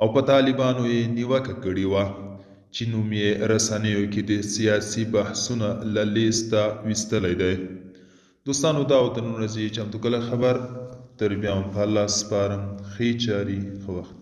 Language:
Pashto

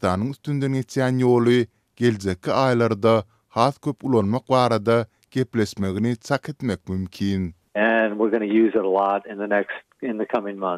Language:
Turkmen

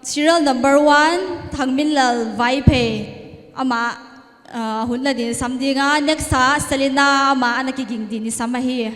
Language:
Paite Chin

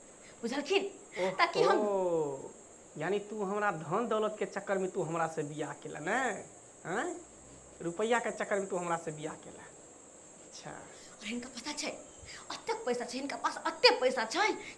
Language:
Maithili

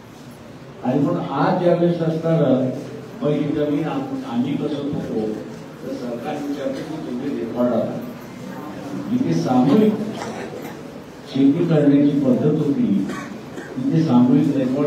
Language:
Marathi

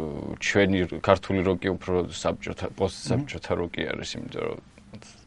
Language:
Georgian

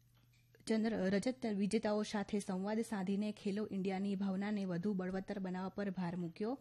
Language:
Gujarati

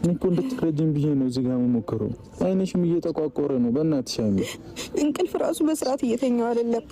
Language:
Amharic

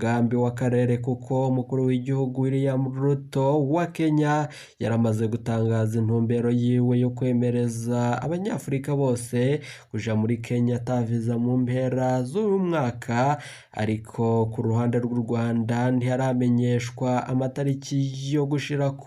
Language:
Rundi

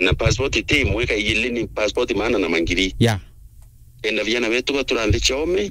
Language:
Meru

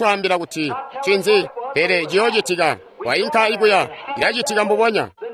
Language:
Tonga (Zambia)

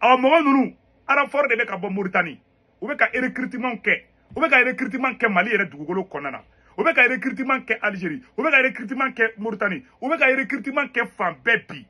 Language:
Bambara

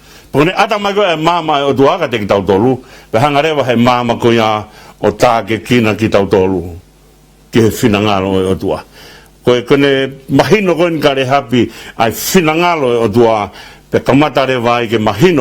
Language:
Tongan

